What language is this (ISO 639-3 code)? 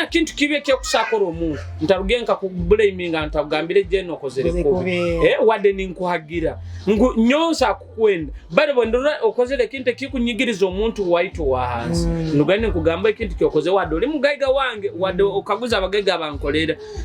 nyo